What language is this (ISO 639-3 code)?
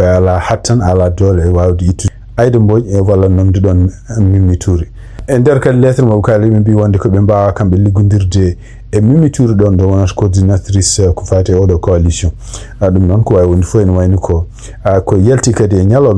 ful